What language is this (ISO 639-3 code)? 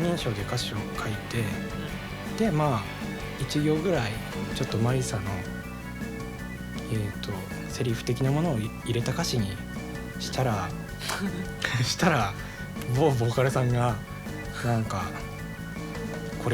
jpn